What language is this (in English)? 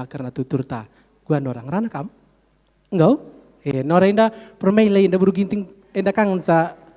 Batak Karo